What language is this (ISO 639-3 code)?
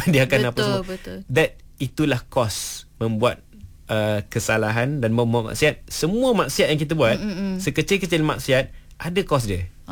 msa